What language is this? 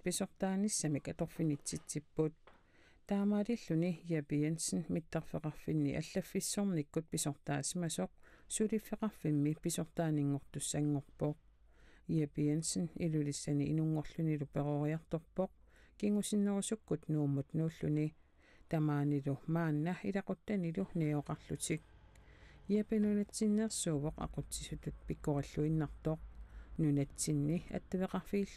Kalaallisut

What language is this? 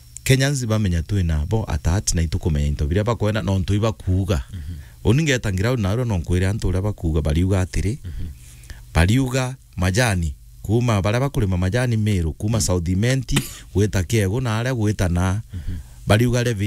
Meru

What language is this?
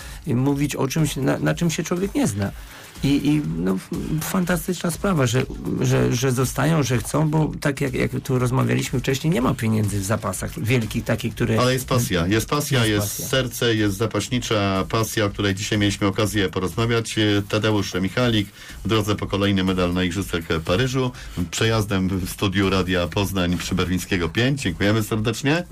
Polish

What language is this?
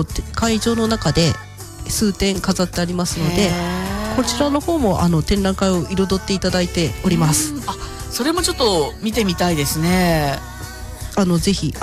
Japanese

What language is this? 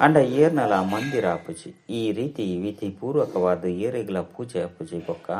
Tulu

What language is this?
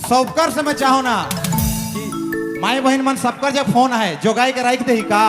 Sadri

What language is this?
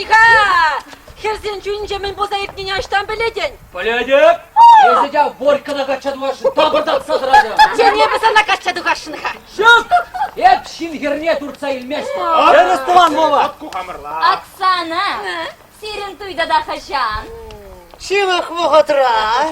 Chuvash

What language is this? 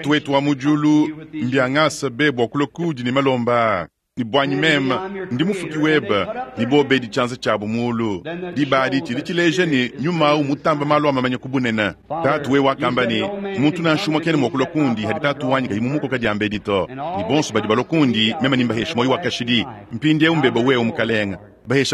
Luba-Lulua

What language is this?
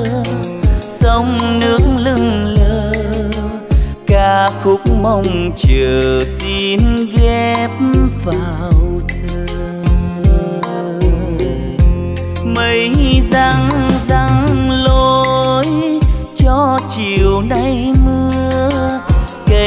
Vietnamese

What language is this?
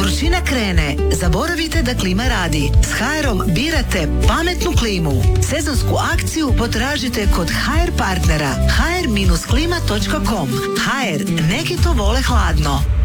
Croatian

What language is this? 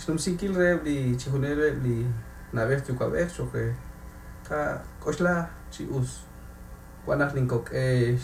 Kekchí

